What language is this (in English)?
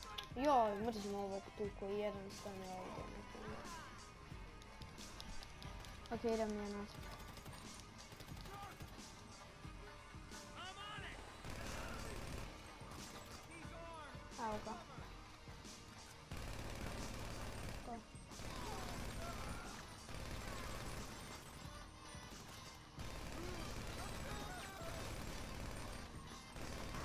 Croatian